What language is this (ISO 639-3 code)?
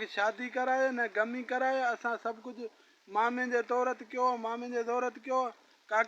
snd